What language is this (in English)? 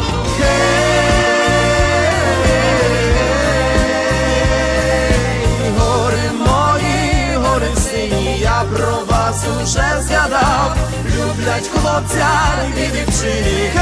Ukrainian